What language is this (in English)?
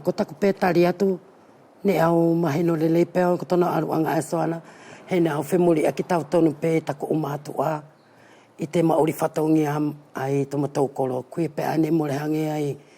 Wallisian